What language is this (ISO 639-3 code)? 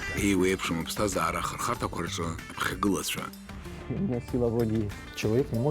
abk